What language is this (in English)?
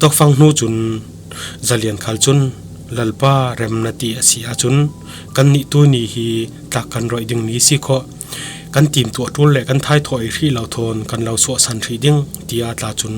Falam Chin